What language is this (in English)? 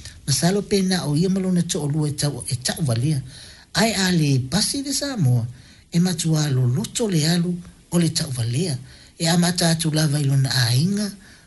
Samoan